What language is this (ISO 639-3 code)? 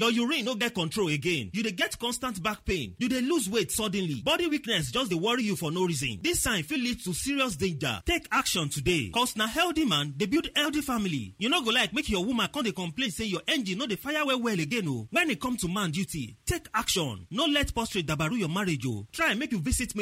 pcm